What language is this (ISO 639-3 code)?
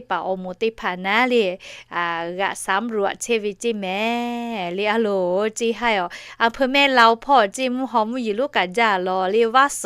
lhu